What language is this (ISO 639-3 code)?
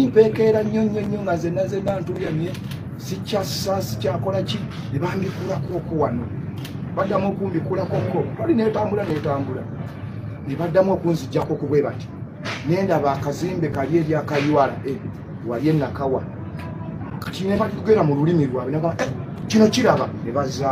lug